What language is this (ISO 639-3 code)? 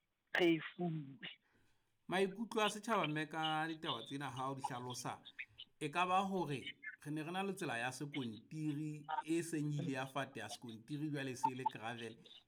sot